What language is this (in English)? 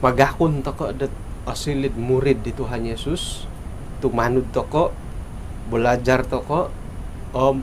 Central Dusun